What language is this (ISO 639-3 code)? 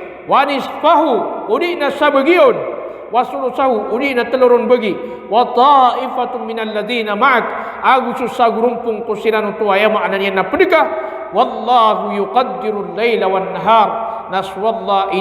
mrw